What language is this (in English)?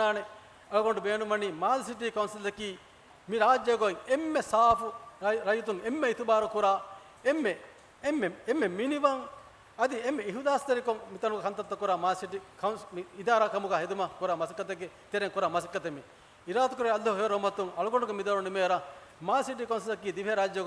Divehi